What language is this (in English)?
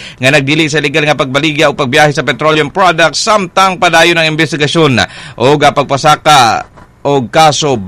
Cebuano